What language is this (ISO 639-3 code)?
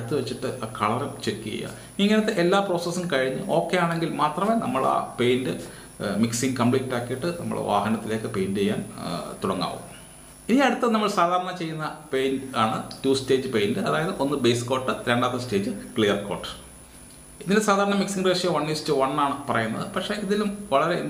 mal